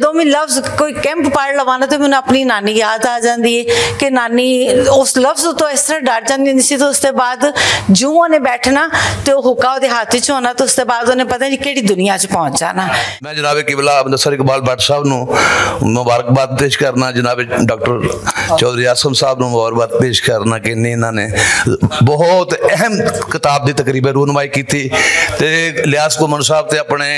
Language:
Western Panjabi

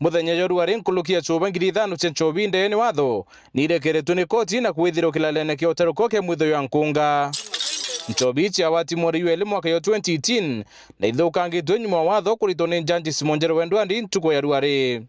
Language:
Meru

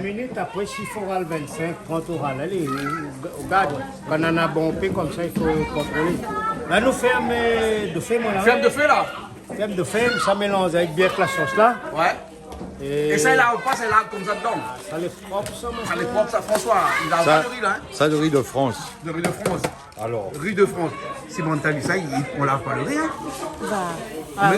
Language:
Réunion Creole French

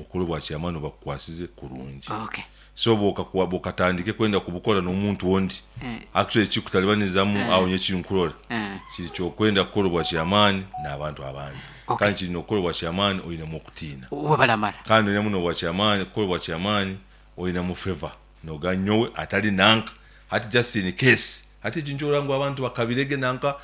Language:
Nyankole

